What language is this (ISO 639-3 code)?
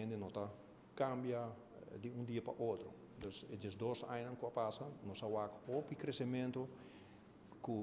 pap